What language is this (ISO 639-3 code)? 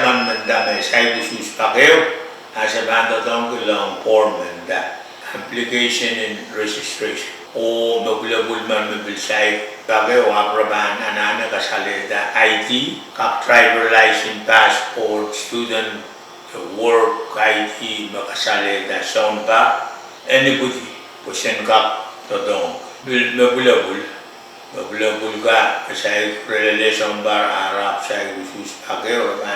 pon